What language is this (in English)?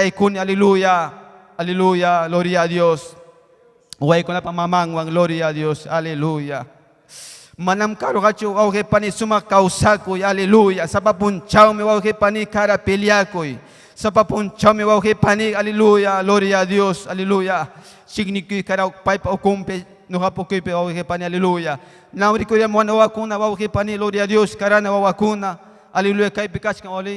Ayacucho Quechua